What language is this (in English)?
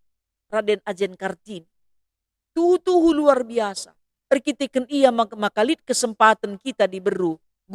Batak Karo